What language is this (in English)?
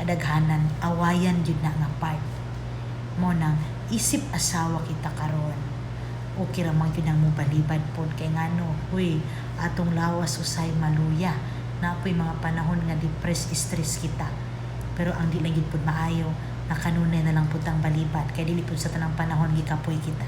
Cebuano